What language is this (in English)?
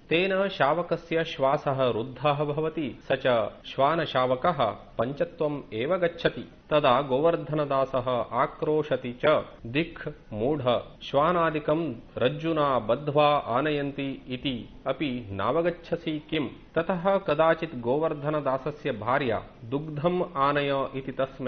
Sanskrit